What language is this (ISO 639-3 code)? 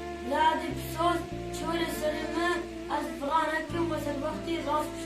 kur